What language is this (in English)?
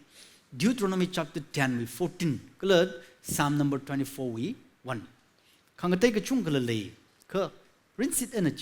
Tangkhul Naga (India)